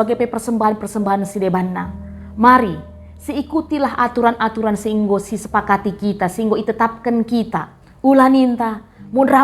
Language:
Batak Karo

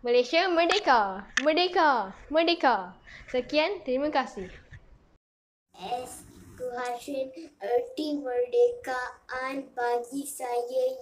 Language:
Malay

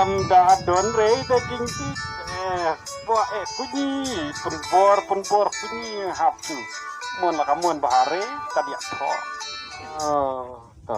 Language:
Khasi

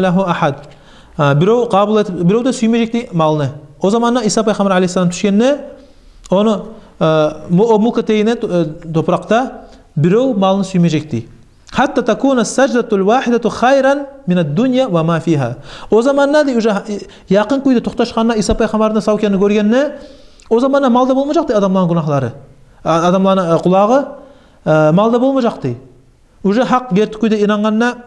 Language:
Kumyk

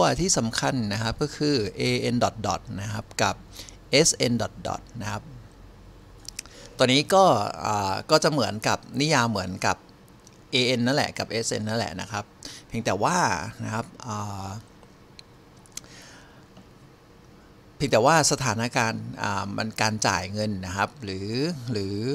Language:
Thai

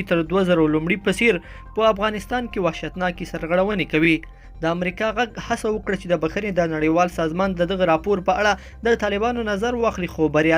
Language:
Pashto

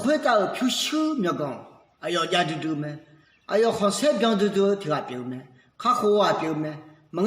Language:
Akha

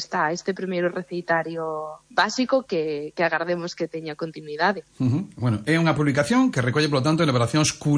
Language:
Galician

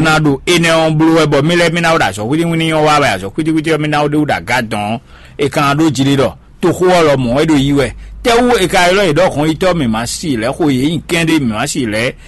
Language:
Fon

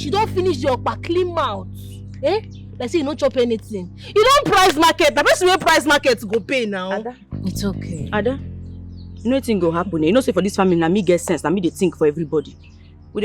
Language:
Nigerian Pidgin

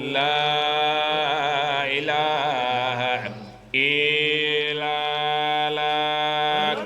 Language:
Fula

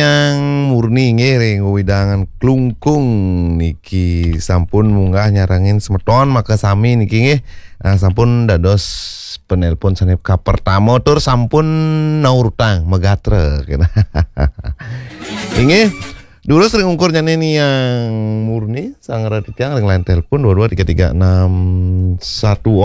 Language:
Balinese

